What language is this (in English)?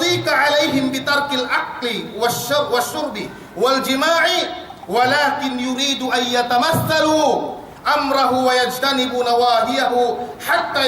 Yakan